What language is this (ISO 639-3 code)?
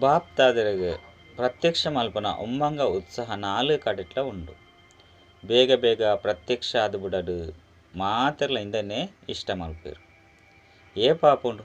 tcy